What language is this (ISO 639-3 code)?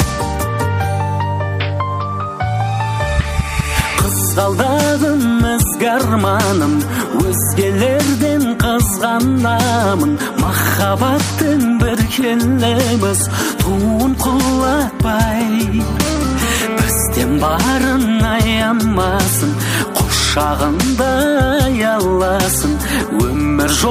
kaz